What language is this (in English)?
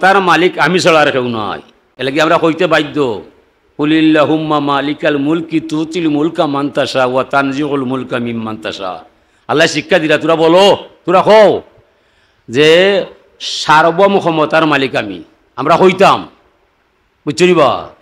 Sylheti